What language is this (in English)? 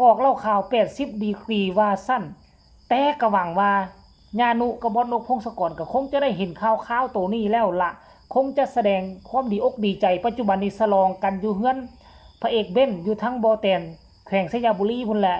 Lao